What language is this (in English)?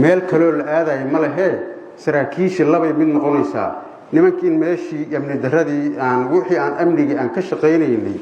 Somali